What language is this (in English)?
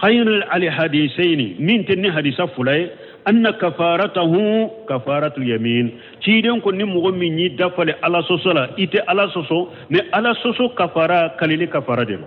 Bambara